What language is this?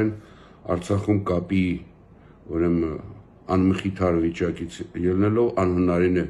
Armenian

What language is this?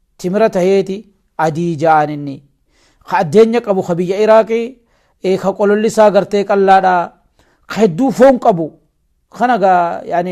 Oromo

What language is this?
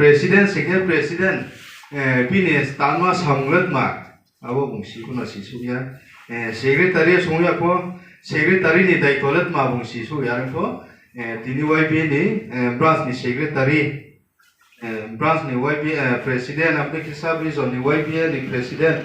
Riang (India)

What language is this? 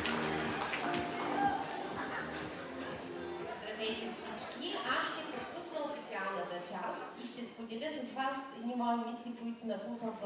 Bulgarian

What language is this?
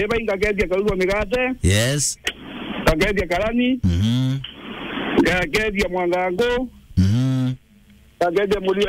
Meru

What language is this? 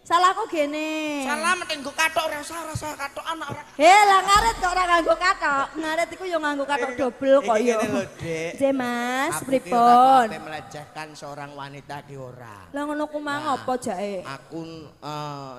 Javanese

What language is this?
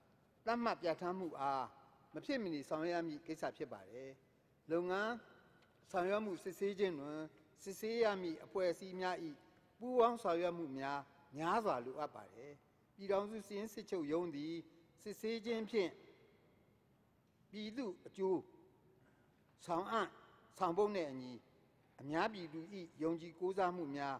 Burmese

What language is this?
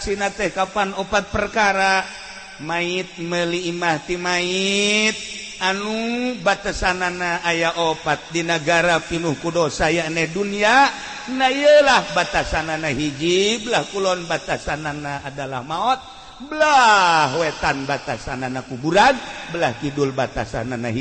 Sundanese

